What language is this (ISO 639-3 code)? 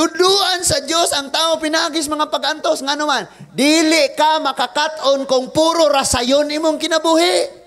ceb